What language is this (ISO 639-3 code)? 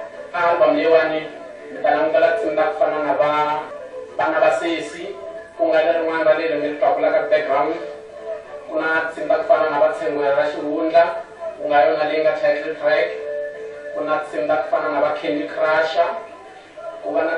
tso